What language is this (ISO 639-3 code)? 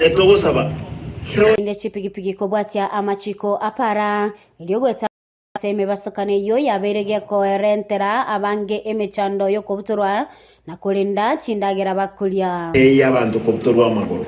guz